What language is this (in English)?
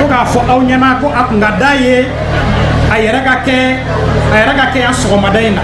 Bambara